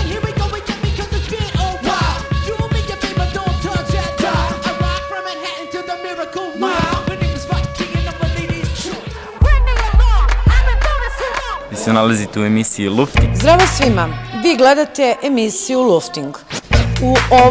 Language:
Serbian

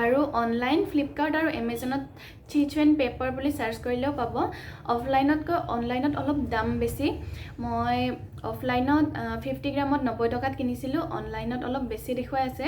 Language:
Assamese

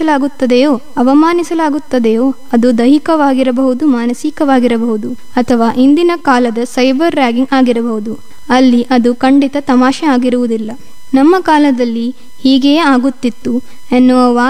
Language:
Kannada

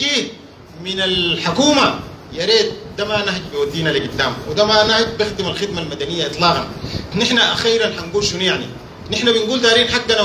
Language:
Sudanese Arabic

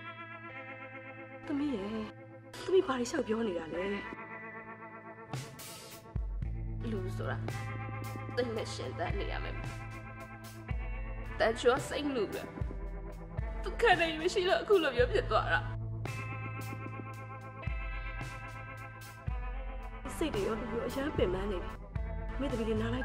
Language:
Burmese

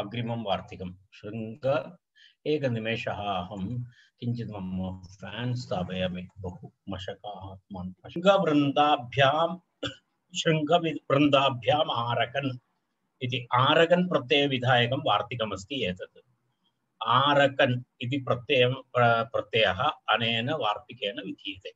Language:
Sanskrit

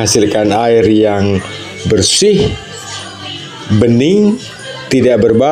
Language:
Indonesian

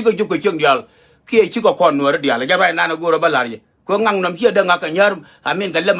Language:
Nuer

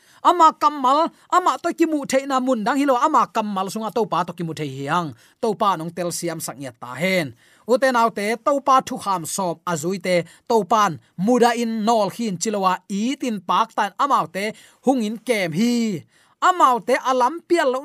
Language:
Tedim Chin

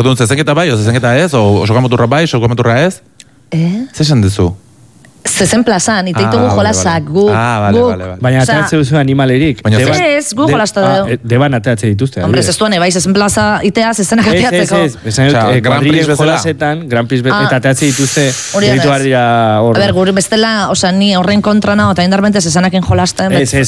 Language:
Basque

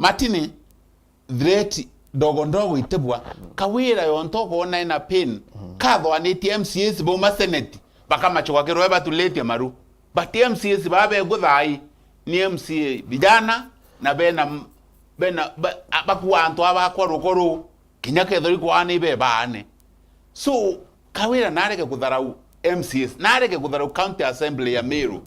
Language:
Meru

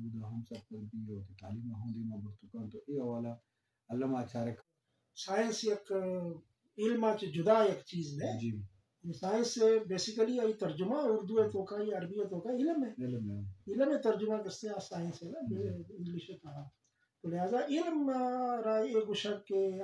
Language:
Eastern Balochi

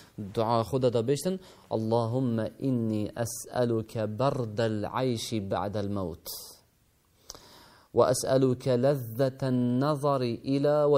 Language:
Kurdish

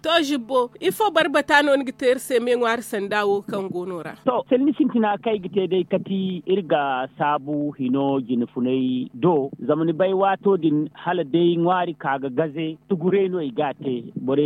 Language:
Zarma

